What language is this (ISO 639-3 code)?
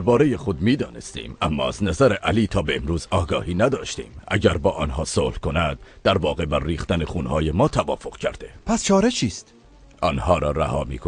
tgk